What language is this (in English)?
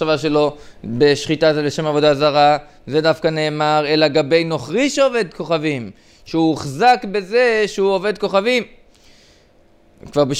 Hebrew